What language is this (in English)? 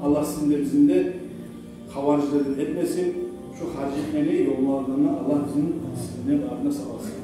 Kumyk